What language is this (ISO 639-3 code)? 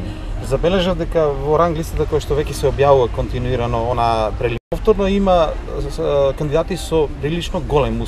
mkd